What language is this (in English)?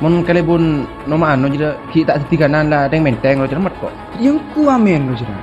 Madurese